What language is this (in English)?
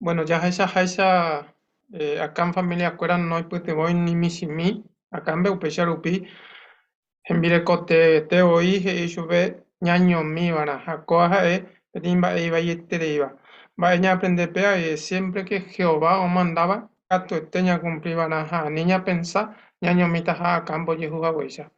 Guarani